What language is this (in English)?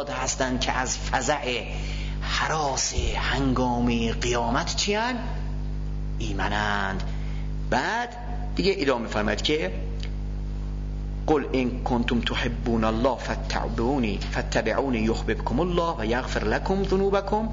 Persian